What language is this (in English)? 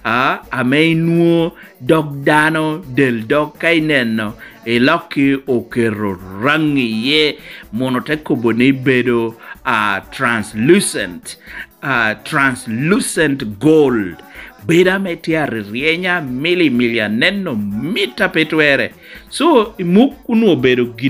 Lango (Uganda)